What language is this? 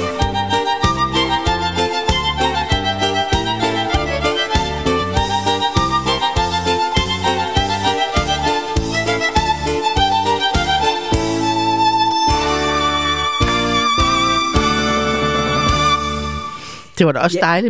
Danish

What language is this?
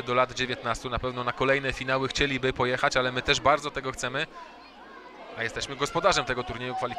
Polish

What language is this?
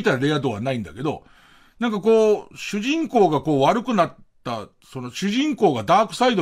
Japanese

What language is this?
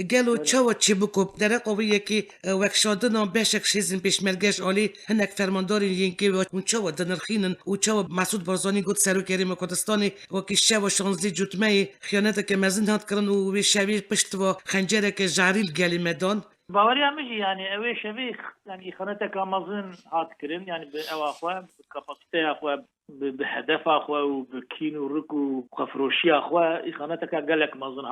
Kurdish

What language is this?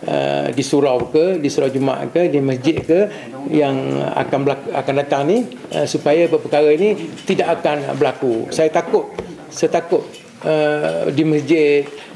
Malay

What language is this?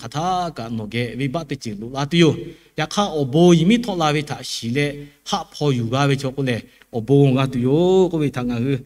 Lahu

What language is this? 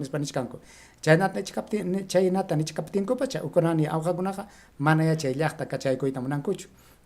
Ayacucho Quechua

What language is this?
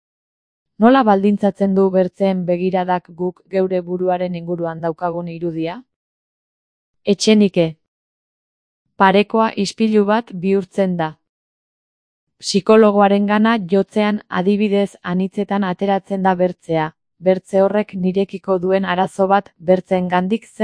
Basque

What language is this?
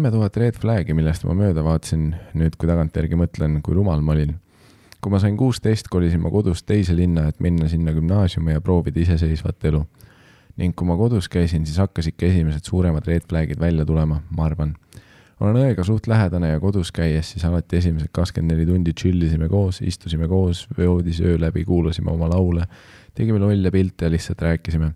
Estonian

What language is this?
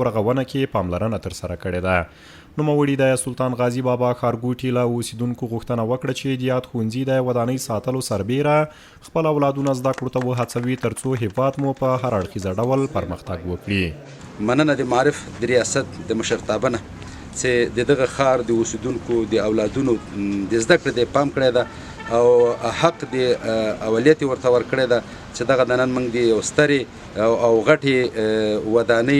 Pashto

